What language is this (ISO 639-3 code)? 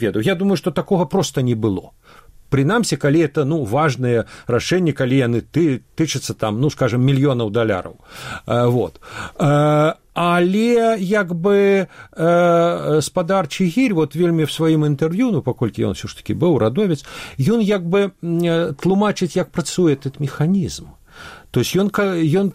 bel